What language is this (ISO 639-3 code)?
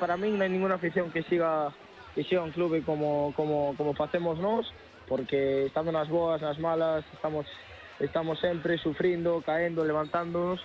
glg